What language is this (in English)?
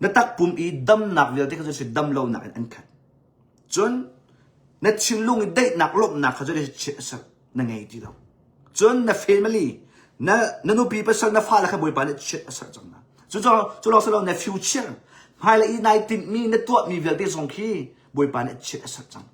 Hakha Chin